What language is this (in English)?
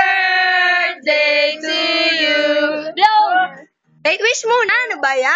Filipino